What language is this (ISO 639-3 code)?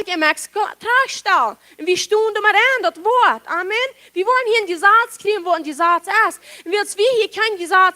pdt